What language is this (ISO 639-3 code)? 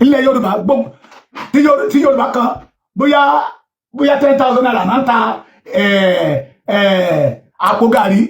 yor